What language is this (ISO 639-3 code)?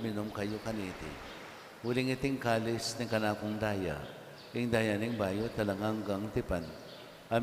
pam